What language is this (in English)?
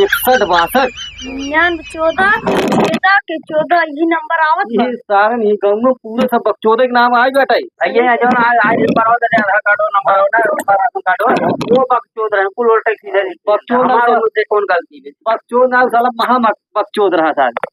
Awadhi